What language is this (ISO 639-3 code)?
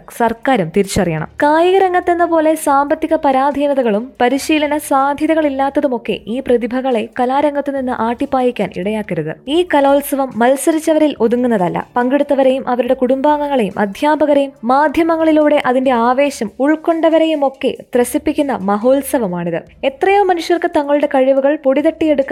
mal